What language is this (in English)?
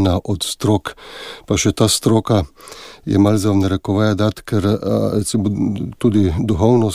Slovenian